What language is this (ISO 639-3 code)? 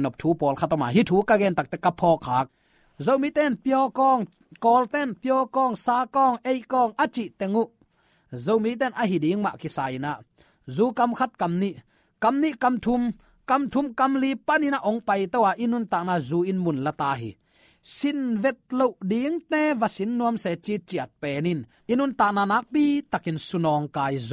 ctd